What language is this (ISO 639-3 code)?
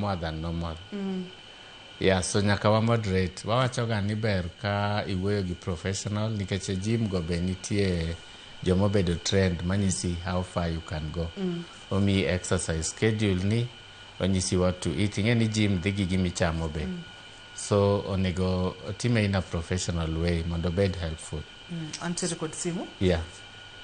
luo